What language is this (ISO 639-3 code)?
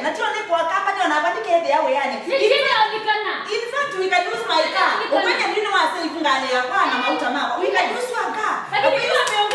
kam